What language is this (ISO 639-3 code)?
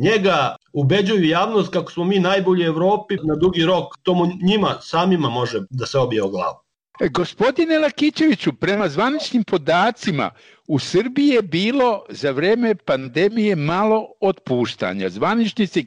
srp